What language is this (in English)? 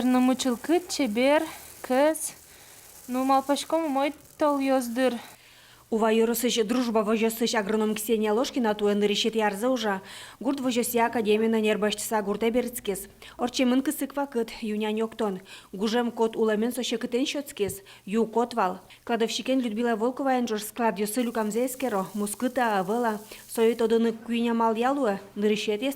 Udmurt